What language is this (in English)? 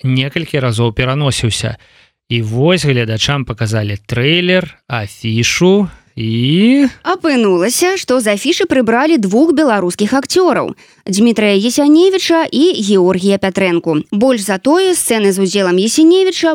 Belarusian